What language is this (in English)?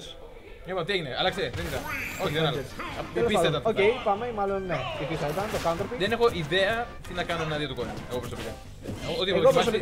Greek